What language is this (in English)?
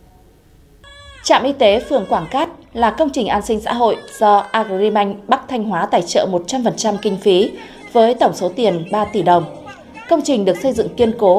Vietnamese